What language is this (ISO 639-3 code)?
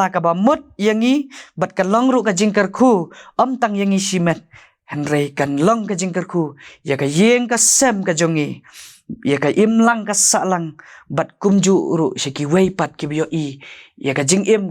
kha